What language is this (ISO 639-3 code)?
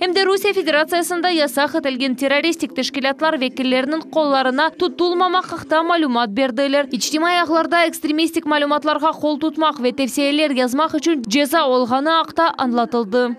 crh